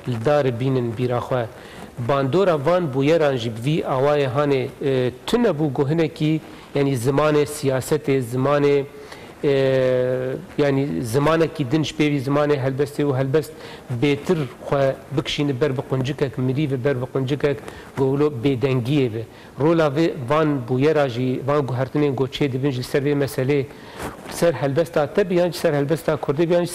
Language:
Kurdish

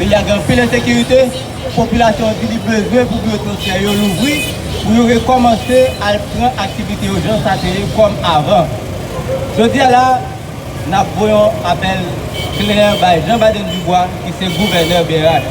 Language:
Haitian Creole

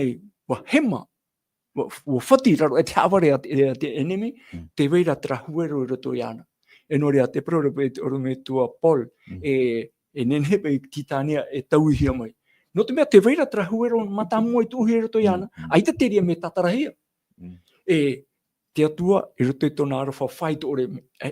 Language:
Tahitian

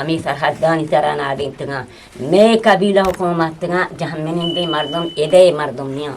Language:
Eastern Balochi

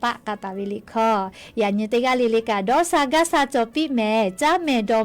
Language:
Lahu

